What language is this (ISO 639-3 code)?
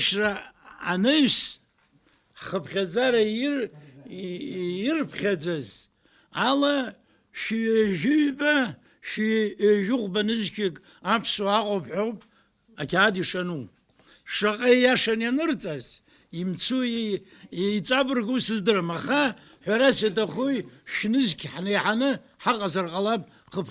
abk